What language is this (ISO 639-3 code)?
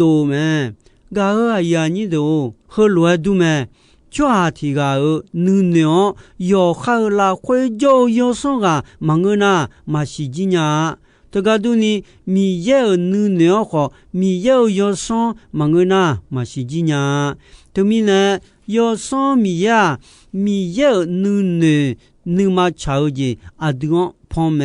ahk